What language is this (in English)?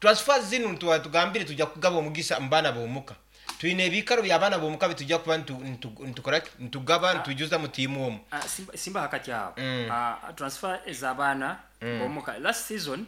Nyankole